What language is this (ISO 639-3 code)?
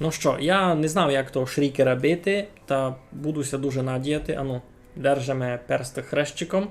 rue